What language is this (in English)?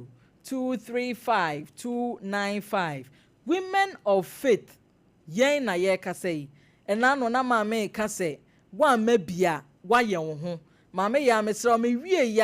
Akan